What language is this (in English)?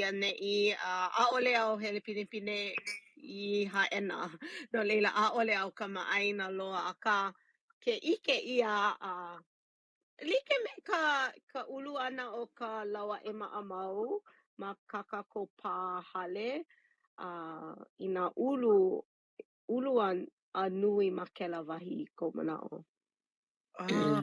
Hawaiian